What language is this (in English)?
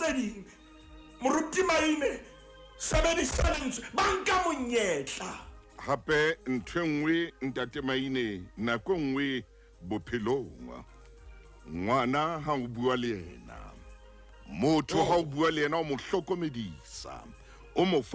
Southern Sotho